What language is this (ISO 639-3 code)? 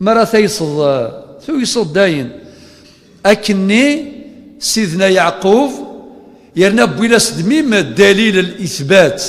kab